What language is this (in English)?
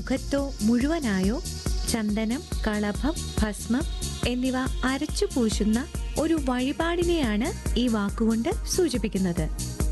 Malayalam